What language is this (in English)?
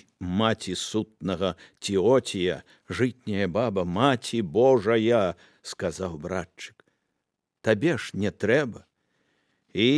Belarusian